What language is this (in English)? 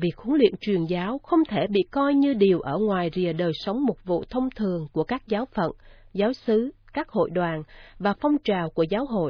Vietnamese